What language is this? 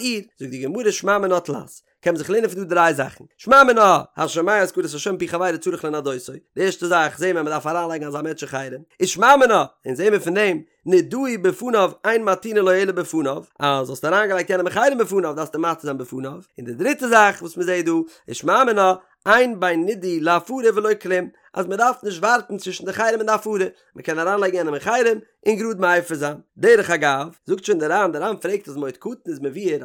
Yiddish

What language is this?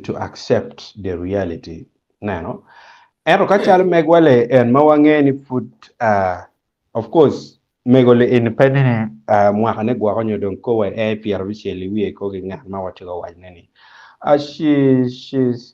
Acoli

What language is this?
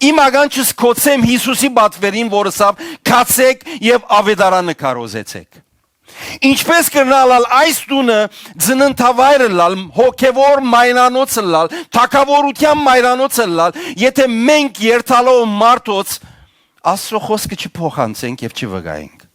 Western Armenian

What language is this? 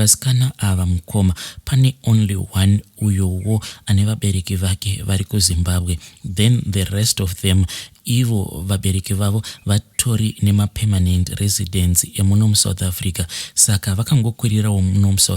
Shona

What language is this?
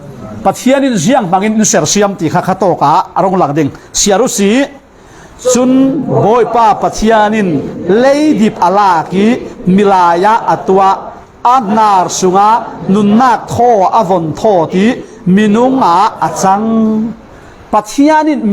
Falam Chin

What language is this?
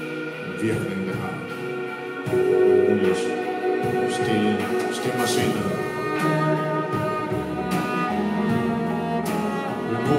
Danish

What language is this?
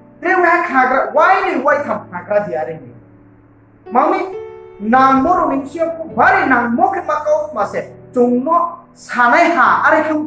Riang (India)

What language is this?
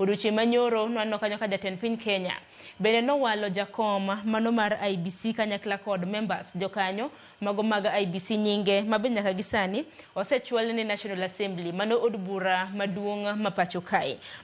Luo (Kenya and Tanzania)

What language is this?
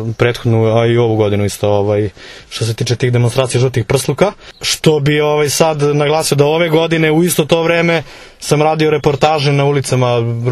Serbian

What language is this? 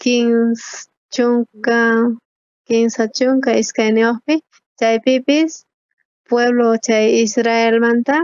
South Bolivian Quechua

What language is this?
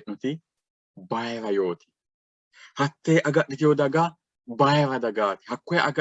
Sidamo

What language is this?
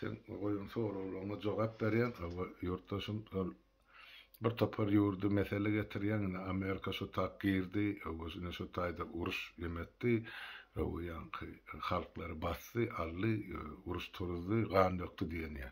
Turkmen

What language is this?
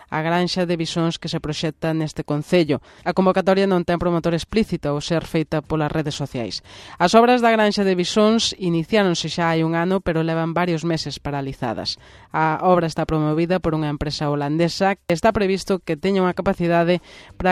Galician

